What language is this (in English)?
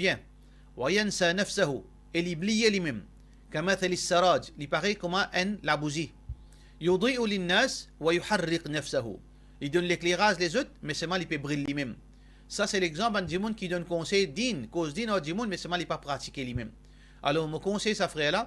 Morisyen